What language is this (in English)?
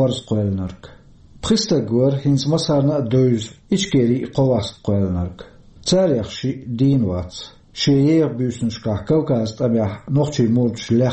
Chechen